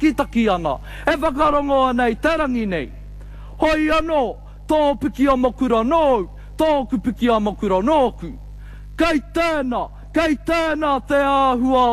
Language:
Māori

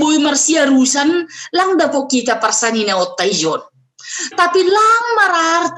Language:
Batak Simalungun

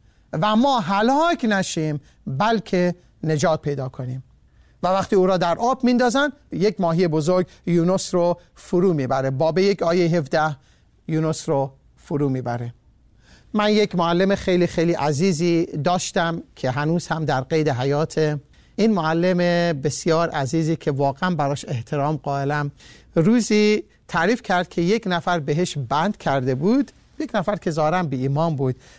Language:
Persian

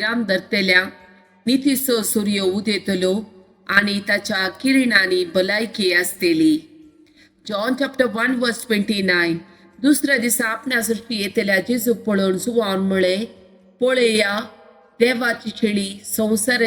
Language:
Konkani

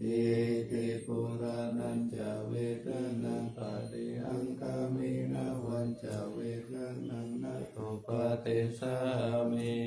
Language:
Pali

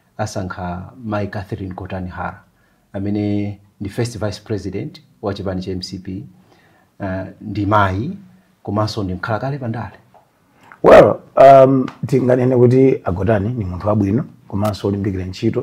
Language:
Nyanja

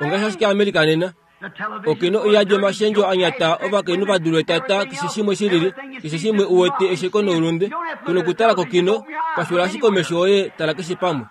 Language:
Kuanyama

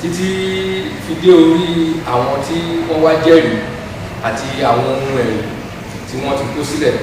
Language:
Yoruba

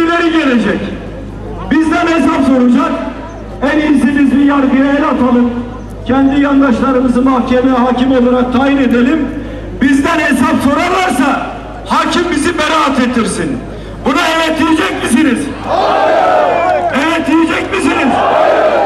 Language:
Turkish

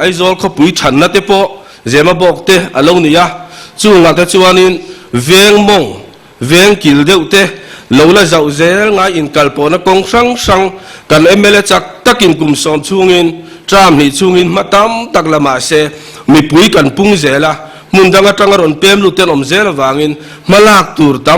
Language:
Mizo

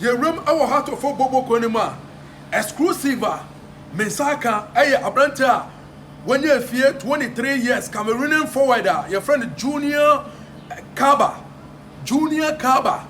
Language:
Akan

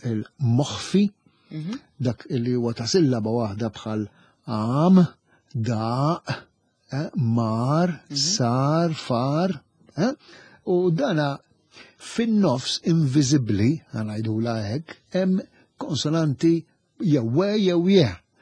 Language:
Maltese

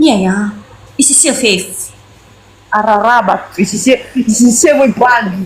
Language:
Nias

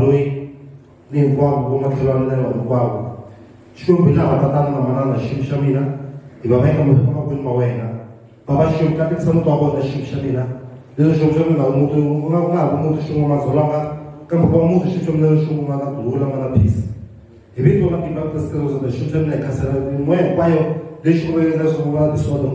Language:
Tsonga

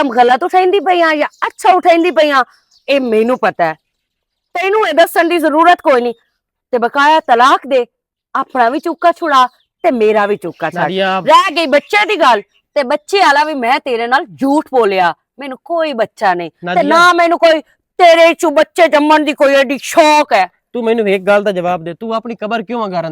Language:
Western Panjabi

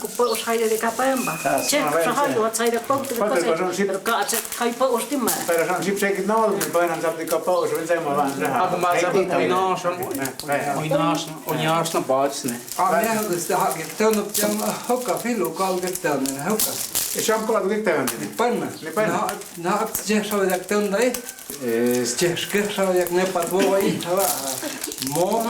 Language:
Totontepec Mixe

